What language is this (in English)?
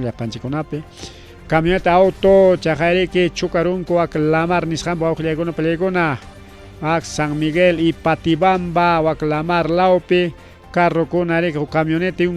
Ayacucho Quechua